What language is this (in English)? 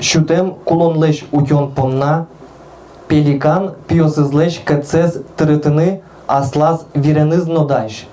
Udmurt